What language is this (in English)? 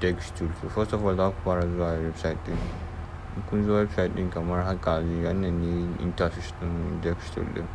Hausa